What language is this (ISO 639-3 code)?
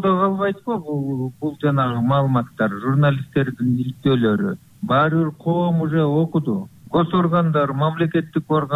kir